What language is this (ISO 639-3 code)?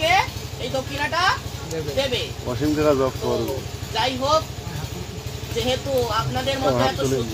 ben